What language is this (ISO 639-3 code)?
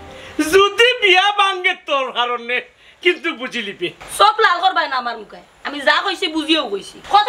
syl